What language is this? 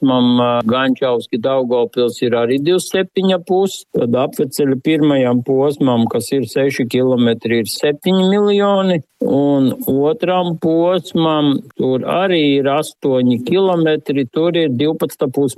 Latvian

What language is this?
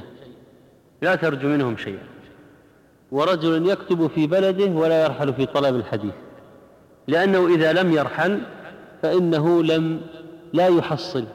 Arabic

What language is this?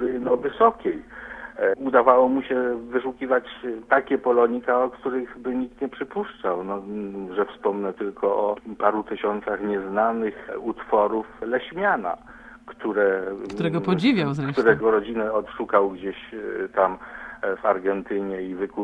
Polish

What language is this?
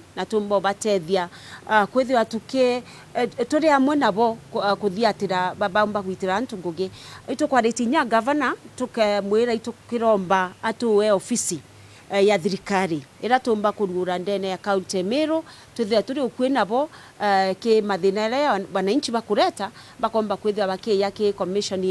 Meru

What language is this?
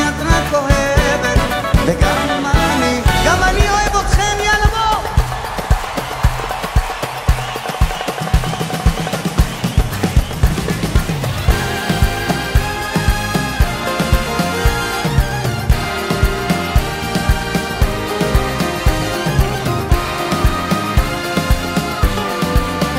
Hebrew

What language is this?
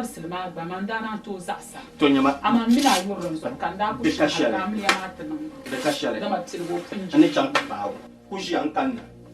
Dagbani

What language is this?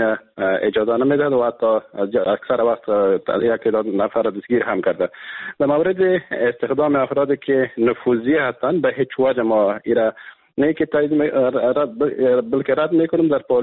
Persian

